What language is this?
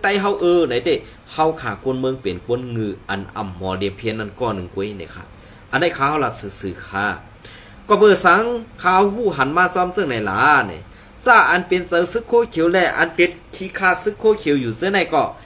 Shan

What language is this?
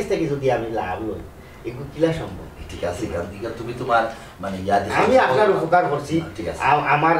Sylheti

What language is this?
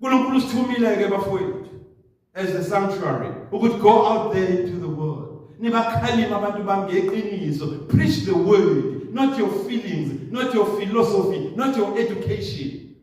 Zulu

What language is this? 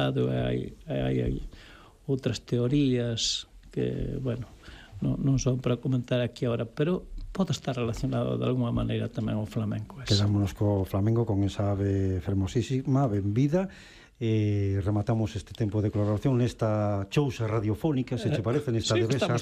Galician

